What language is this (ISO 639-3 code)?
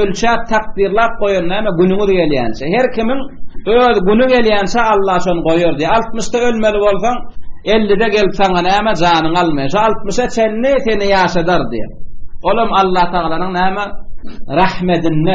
tuk